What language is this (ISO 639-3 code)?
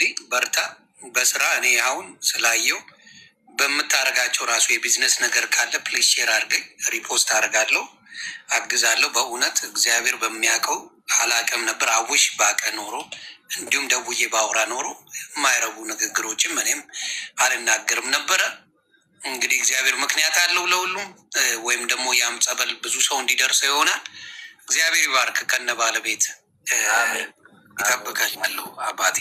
amh